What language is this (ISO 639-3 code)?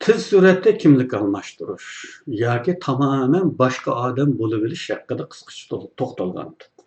uig